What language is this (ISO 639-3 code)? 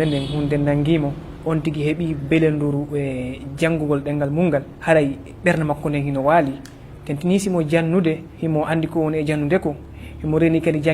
ful